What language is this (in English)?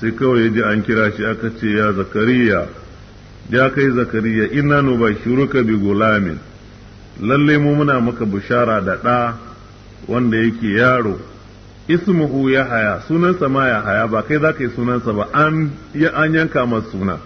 Hausa